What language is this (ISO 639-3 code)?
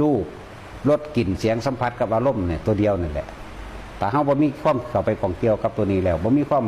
tts